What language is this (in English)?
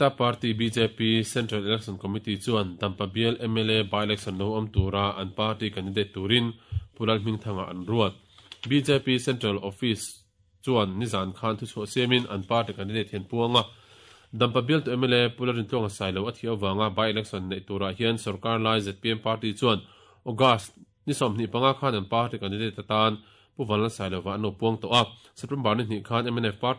Mizo